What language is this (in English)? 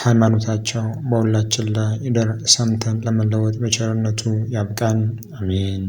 Amharic